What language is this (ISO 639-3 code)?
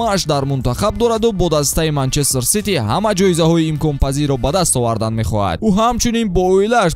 tgk